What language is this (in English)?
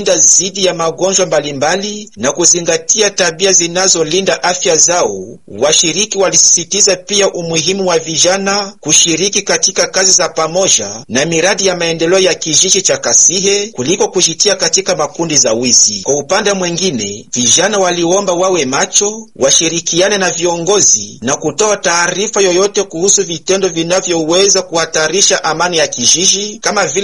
Swahili